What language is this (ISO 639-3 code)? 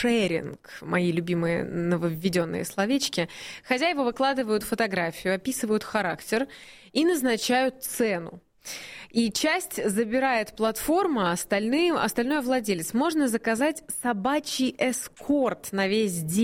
rus